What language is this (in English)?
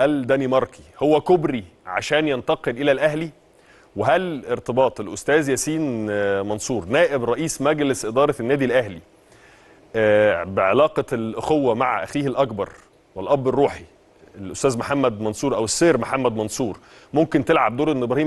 Egyptian Arabic